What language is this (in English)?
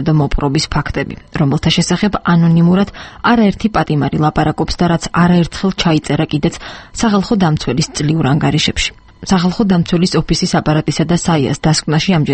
Georgian